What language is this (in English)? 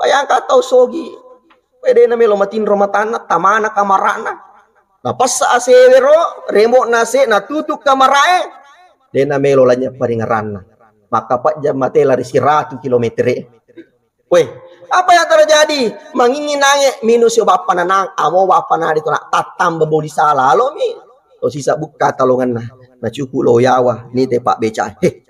Buginese